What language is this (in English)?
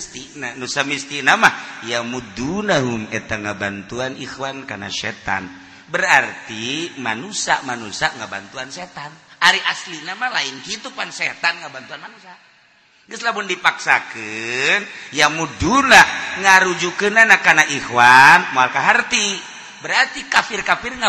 Sundanese